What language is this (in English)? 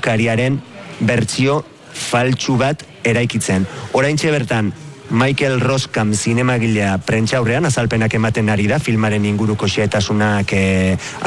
Basque